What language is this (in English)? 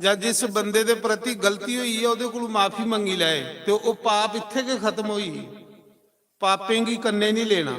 Dogri